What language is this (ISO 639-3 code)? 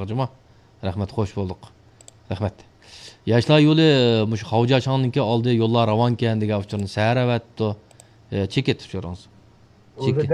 uig